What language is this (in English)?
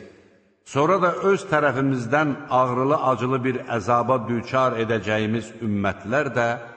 Azerbaijani